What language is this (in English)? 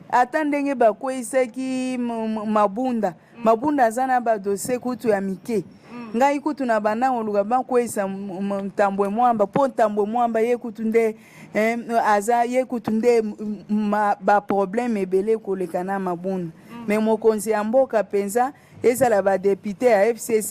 Lingala